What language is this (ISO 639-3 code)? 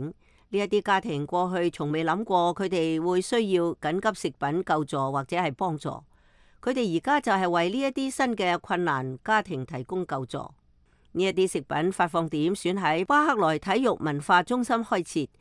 yue